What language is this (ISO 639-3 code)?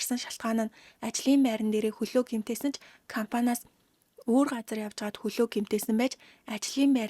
mon